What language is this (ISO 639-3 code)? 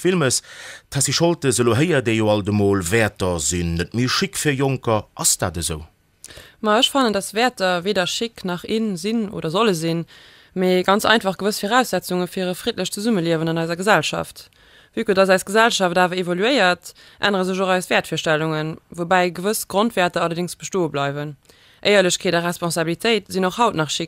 ltz